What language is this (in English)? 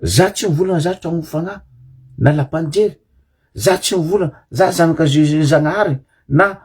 Malagasy